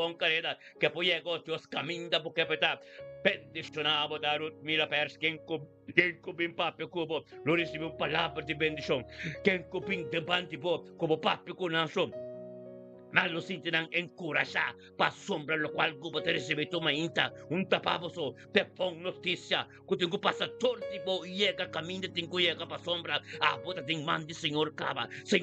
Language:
Papiamento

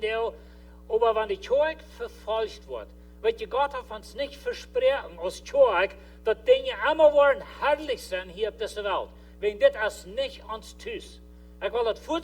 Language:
Plautdietsch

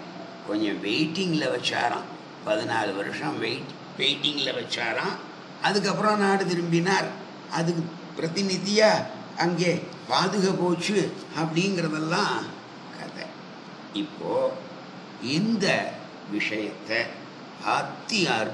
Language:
Tamil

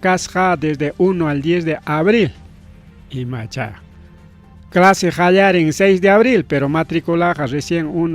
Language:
Ayacucho Quechua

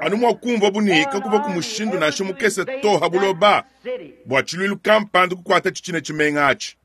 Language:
Luba-Lulua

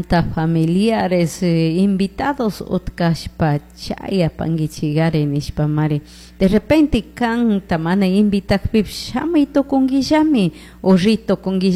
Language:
Chimborazo Highland Quichua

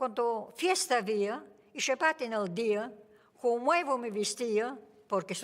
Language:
Ladino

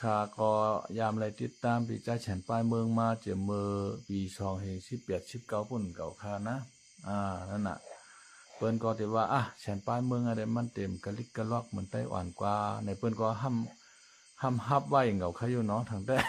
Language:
Shan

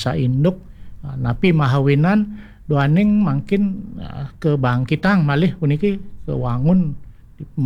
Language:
Balinese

